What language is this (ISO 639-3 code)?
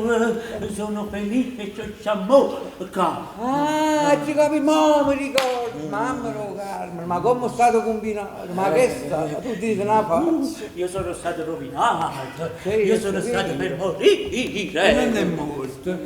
nap